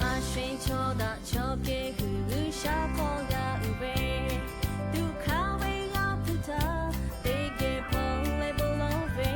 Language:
Lahu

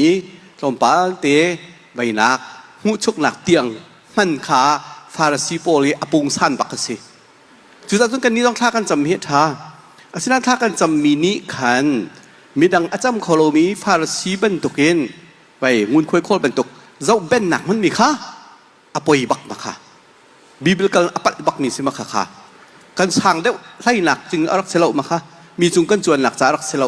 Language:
Hakha Chin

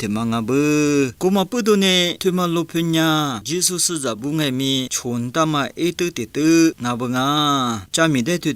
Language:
Lisu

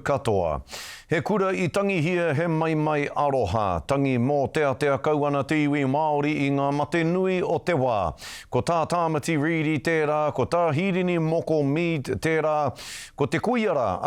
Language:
Māori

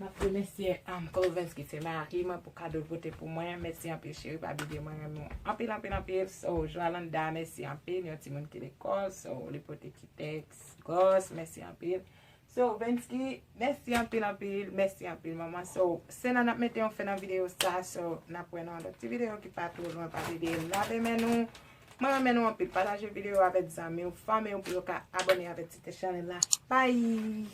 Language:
Haitian Creole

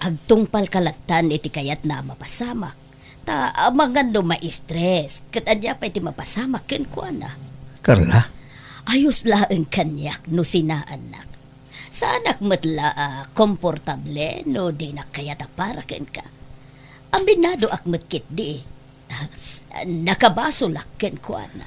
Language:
Iloko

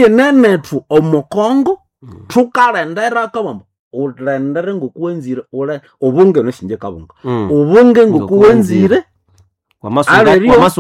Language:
Nande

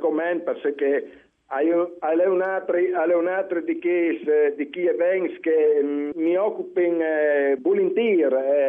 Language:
Friulian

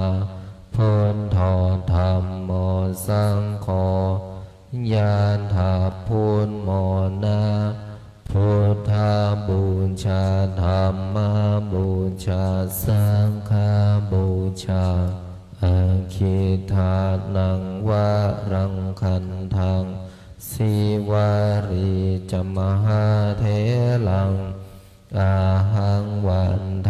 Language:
Pali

